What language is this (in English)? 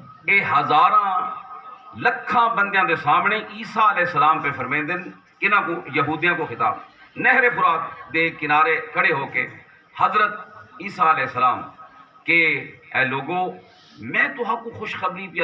Saraiki